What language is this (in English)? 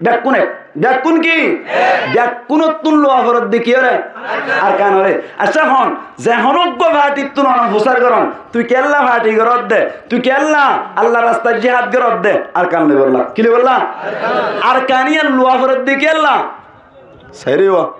Rohingya